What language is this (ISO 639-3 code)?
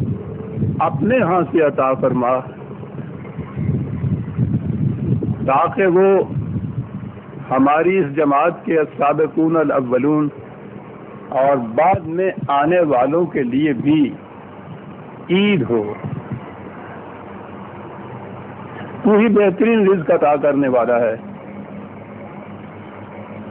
urd